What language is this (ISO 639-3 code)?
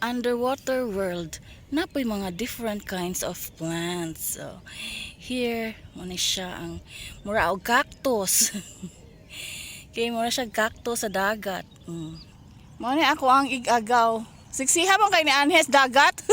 ceb